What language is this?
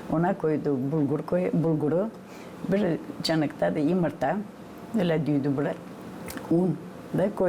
Gagauz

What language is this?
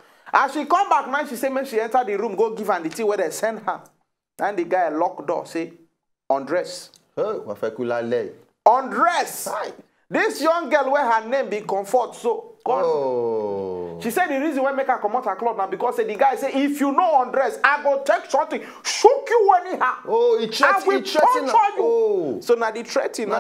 Nigerian Pidgin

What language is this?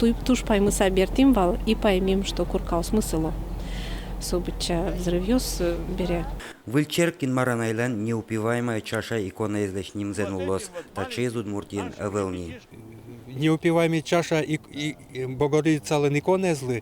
Udmurt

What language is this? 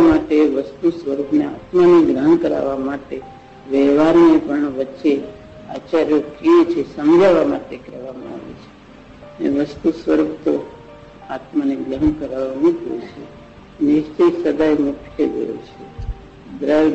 Gujarati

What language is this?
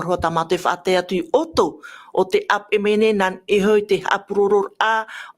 Tahitian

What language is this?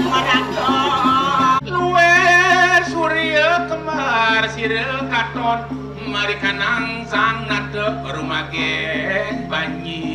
Balinese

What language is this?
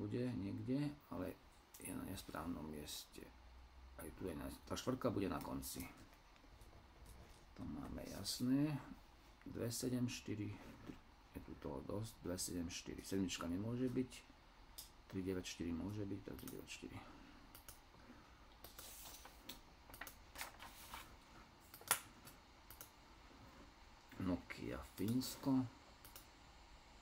Slovak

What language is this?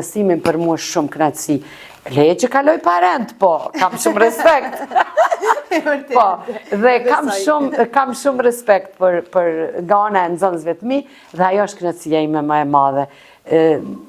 Albanian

